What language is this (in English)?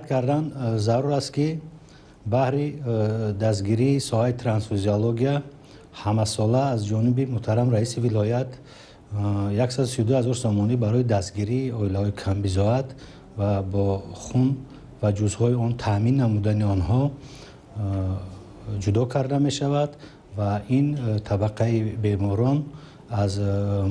Tajik